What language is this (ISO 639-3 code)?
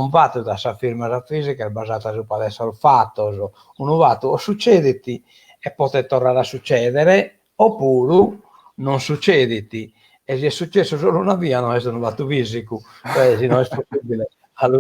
srd